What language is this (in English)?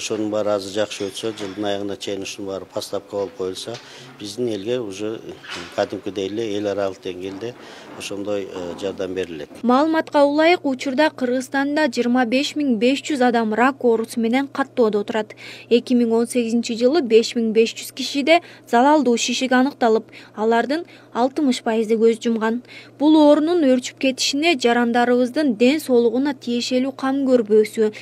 Kyrgyz